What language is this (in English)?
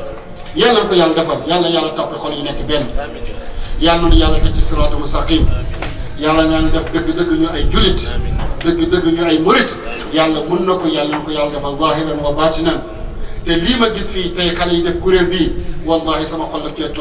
Wolof